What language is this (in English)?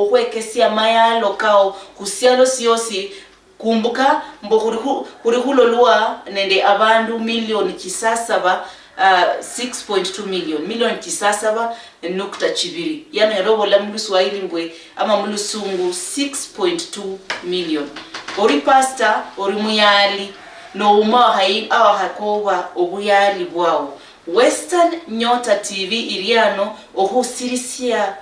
Luyia